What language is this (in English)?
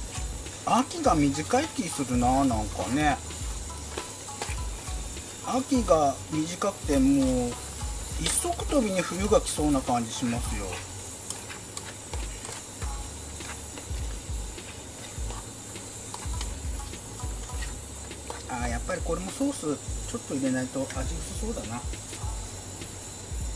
Japanese